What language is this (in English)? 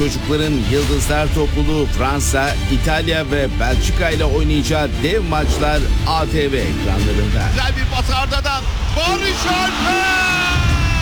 Turkish